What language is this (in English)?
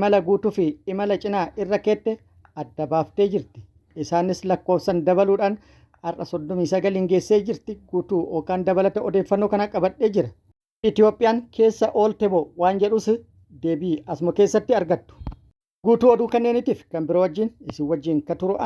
Oromo